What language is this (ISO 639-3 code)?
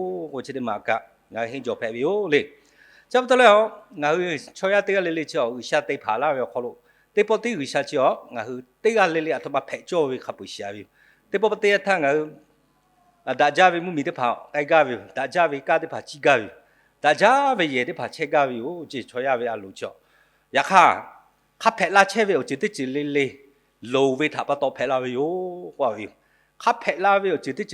lhu